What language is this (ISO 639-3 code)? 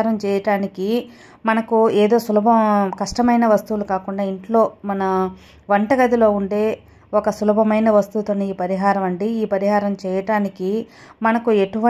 tel